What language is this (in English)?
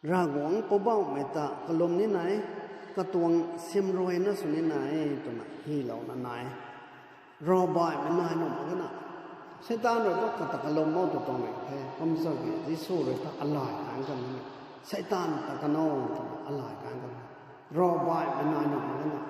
Rongmei Naga